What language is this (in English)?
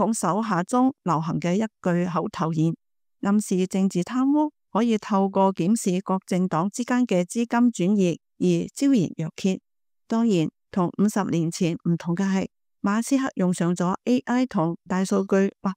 Cantonese